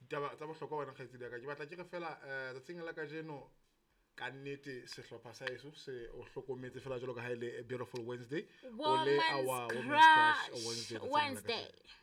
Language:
Southern Sotho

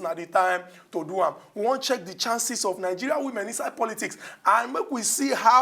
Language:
Nigerian Pidgin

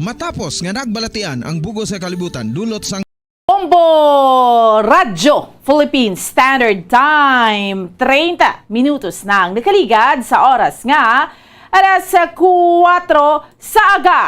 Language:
Hiligaynon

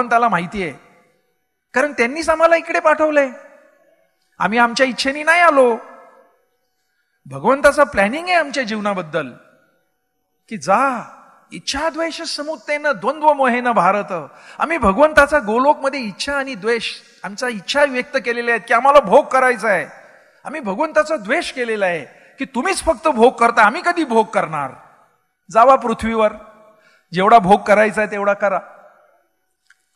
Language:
Marathi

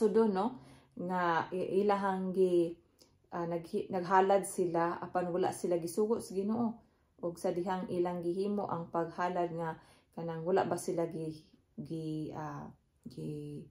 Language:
Cebuano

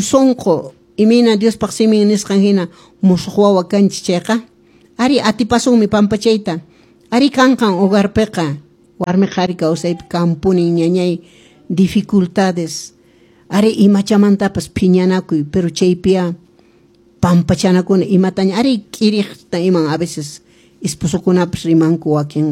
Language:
Quechua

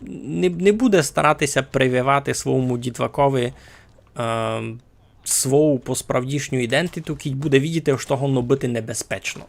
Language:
Rusyn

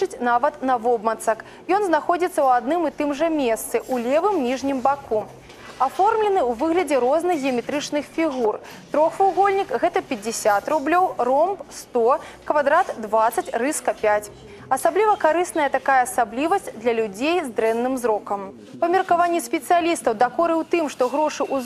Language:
Belarusian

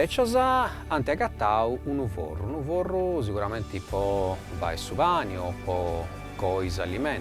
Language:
Sardinian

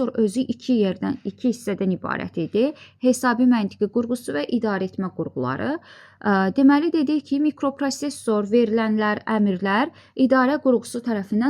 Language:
Azerbaijani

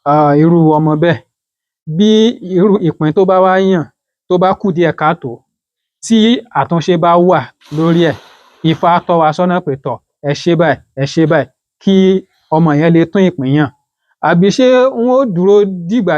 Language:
Yoruba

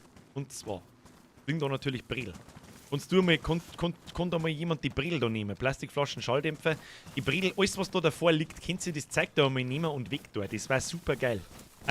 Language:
Bavarian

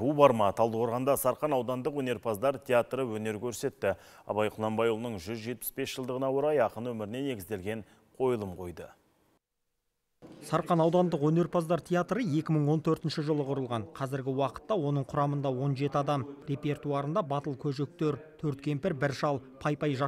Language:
Kazakh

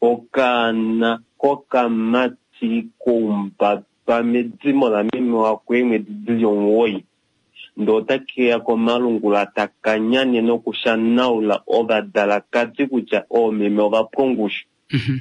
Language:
Kuanyama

